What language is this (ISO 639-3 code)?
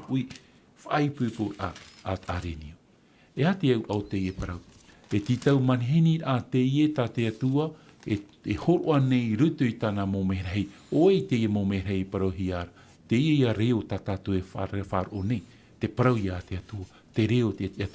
tah